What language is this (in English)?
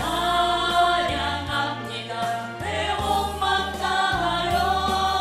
Korean